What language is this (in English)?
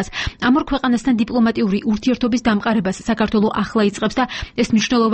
Georgian